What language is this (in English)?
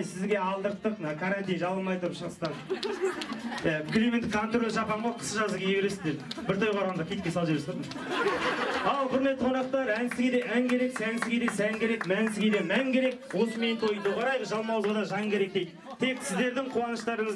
Kazakh